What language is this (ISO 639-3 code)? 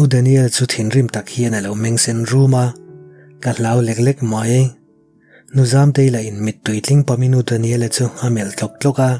lus